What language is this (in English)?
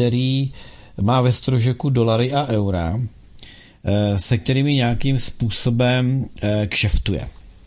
Czech